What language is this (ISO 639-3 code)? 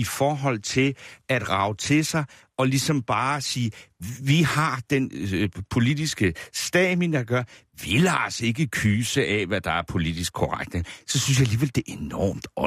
dan